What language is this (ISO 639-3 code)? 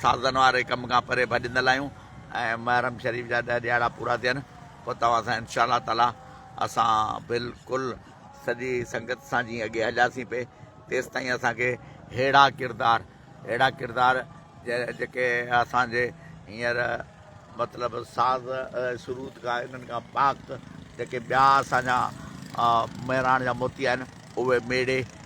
snd